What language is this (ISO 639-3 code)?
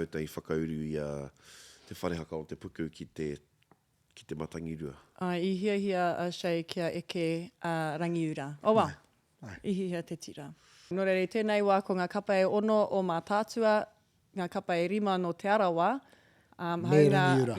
mri